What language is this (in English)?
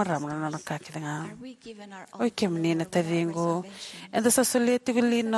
Fijian